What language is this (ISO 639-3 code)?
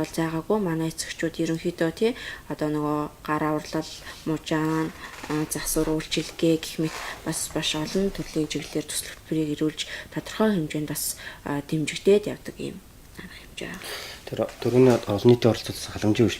mon